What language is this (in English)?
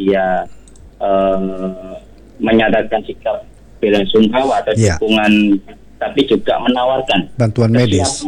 Indonesian